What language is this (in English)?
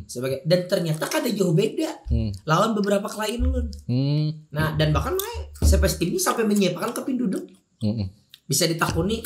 Banjar